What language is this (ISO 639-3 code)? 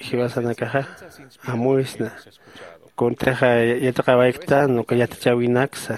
aym